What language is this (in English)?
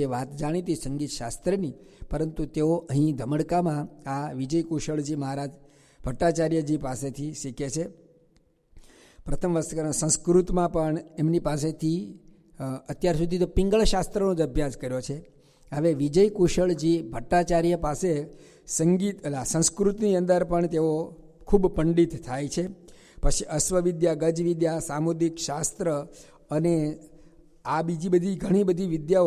Gujarati